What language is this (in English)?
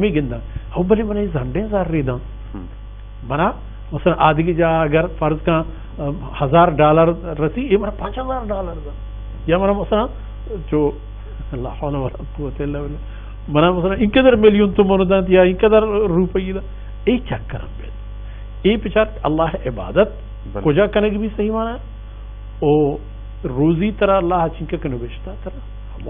Baluchi